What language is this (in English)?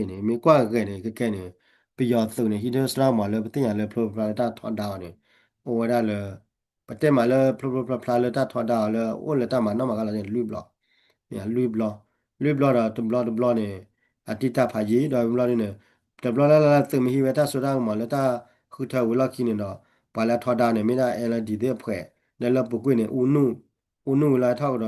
S'gaw Karen